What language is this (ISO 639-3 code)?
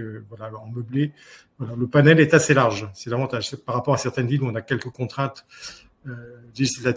fra